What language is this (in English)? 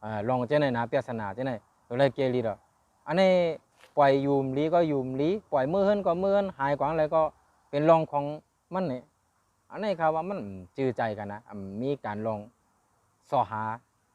Shan